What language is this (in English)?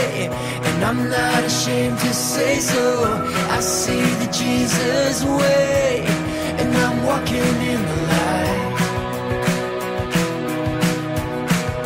English